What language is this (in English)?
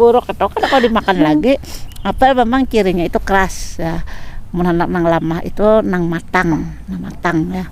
Banjar